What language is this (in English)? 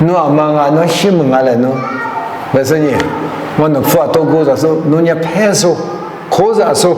Lisu